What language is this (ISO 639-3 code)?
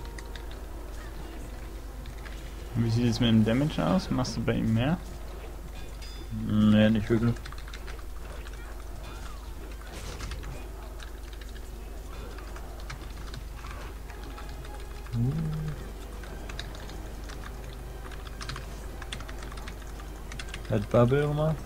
deu